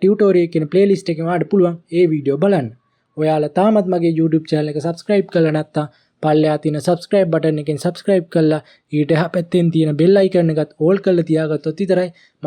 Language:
Sinhala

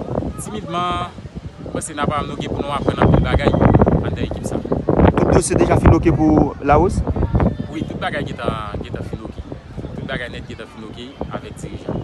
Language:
Haitian Creole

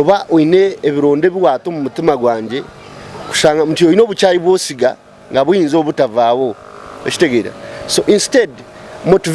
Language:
Nyankole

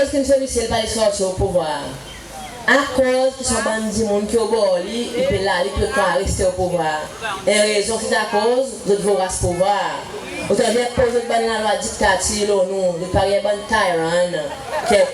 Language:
Seselwa Creole French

